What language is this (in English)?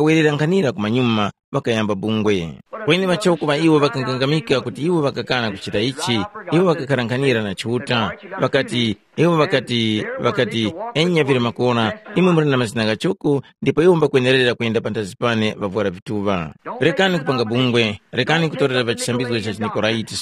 Tumbuka